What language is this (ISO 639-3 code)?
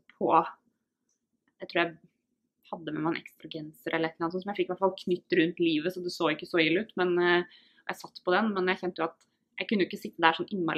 nor